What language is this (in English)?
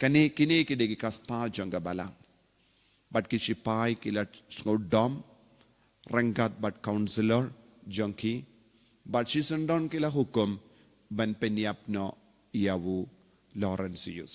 Khasi